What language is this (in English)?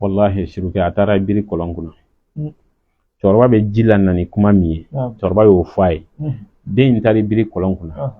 Bambara